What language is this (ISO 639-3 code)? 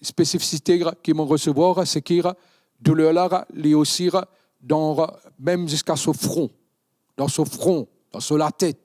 mfe